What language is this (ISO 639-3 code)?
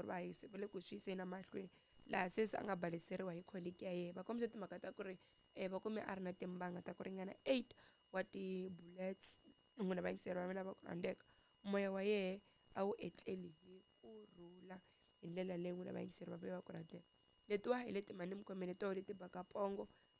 tso